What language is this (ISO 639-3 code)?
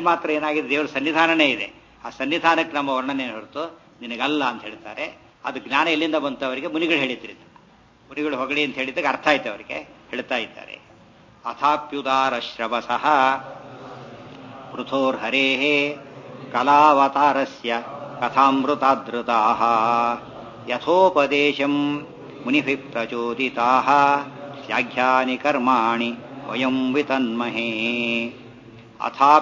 kan